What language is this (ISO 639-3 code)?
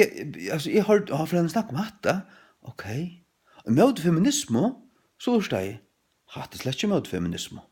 fao